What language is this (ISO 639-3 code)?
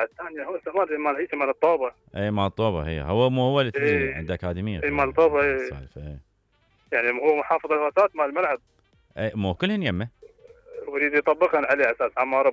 acm